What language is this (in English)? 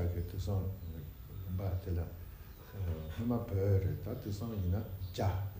Tibetan